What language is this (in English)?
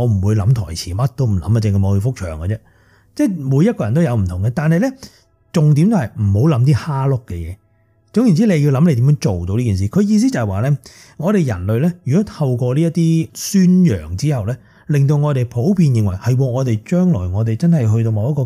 Cantonese